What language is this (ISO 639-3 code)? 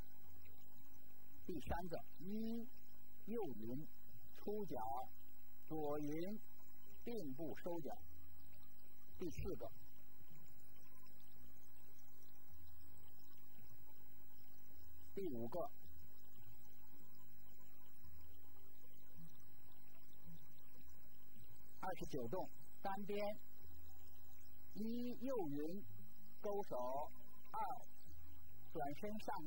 zho